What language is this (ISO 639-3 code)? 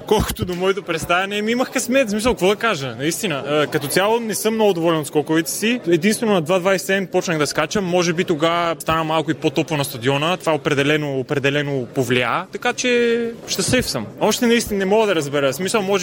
bul